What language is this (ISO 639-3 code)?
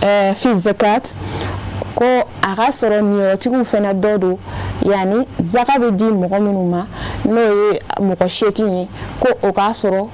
bam